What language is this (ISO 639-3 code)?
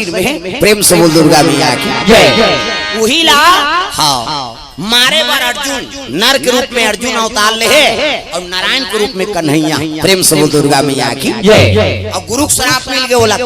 hne